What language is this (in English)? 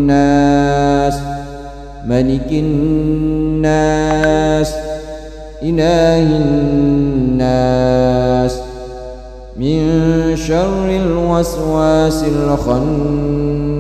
Arabic